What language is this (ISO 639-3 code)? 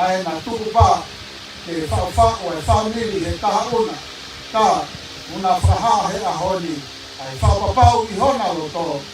ton